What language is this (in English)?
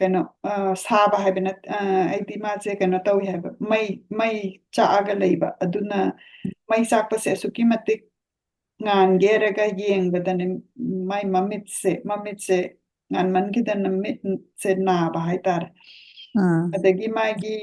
Manipuri